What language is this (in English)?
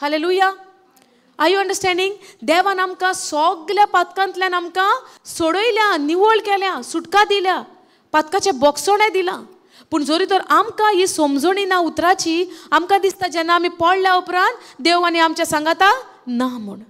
Konkani